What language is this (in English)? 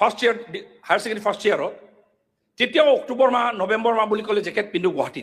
Assamese